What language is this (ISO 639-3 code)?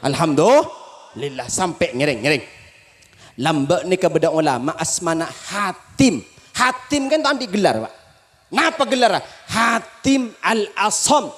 mad